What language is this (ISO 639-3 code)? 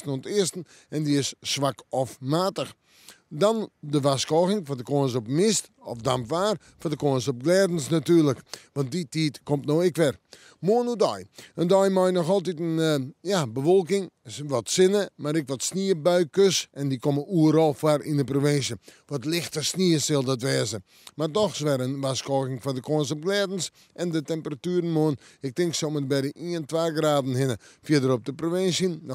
fry